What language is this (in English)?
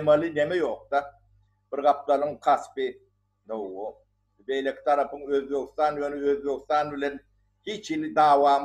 Turkmen